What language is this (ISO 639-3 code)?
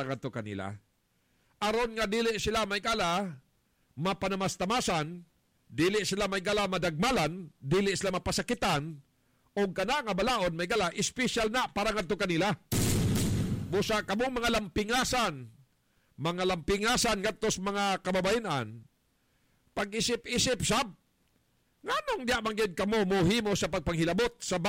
ceb